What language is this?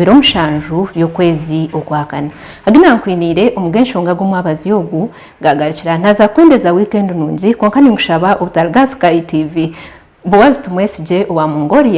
Nyankole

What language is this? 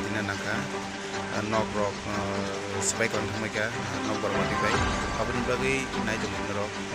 Kok Borok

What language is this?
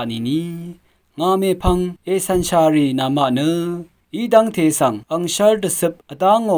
Rawang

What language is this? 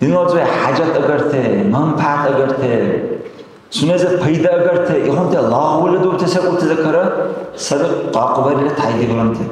Dargwa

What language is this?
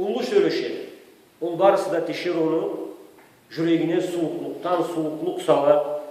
Karachay-Balkar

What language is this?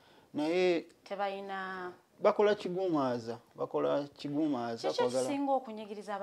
Ganda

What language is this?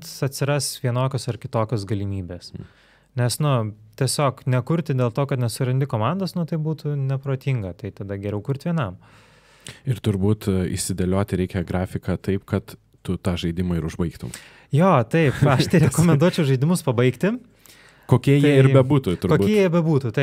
Lithuanian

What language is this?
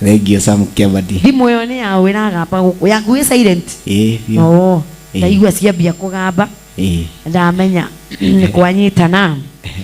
Kikuyu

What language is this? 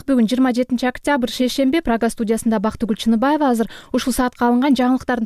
Kyrgyz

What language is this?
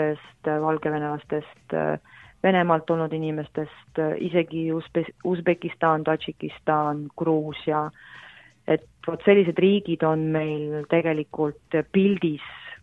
Estonian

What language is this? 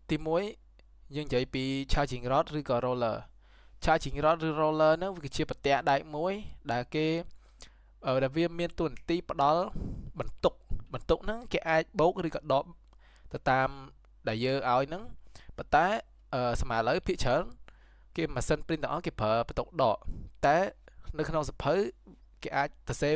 Khmer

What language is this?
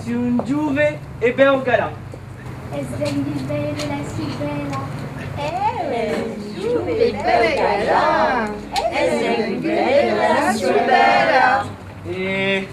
Occitan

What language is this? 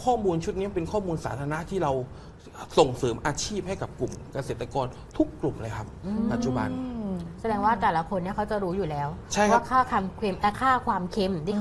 Thai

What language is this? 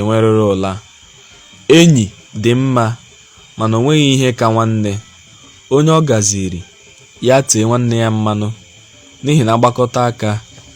Igbo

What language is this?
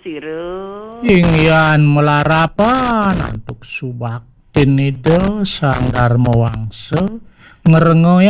Balinese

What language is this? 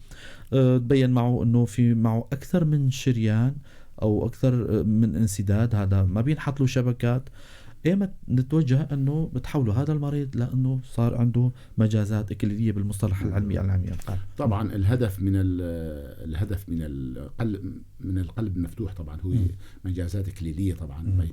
North Levantine Arabic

